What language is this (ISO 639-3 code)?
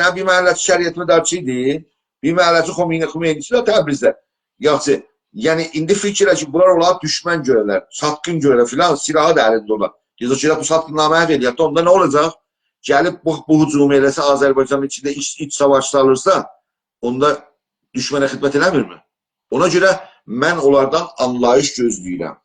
azb